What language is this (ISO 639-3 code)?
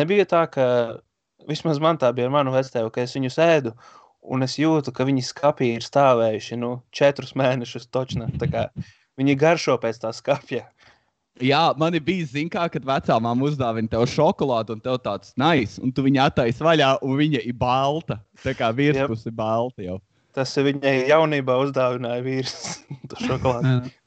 lav